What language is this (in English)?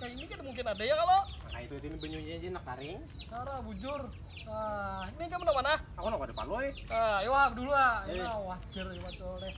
Banjar